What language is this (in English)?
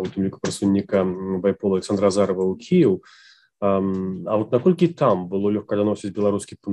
Belarusian